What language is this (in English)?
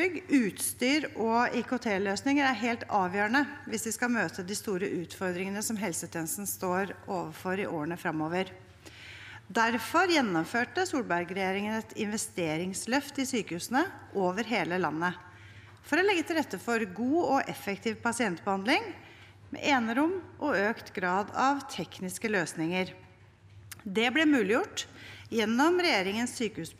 Norwegian